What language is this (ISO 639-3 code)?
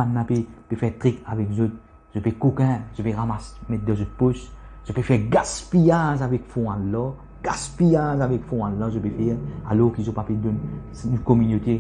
mfe